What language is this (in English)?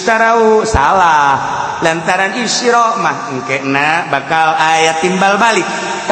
Sundanese